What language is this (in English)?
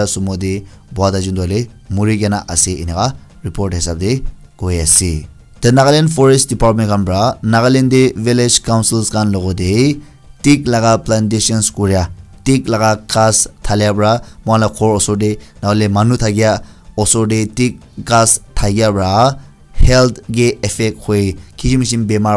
Naga Pidgin